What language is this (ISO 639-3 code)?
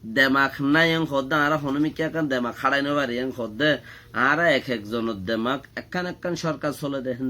rhg